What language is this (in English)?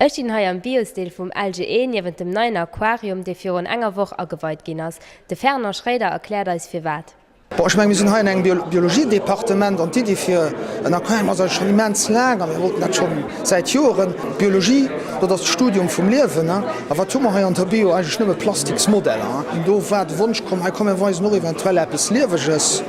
Luxembourgish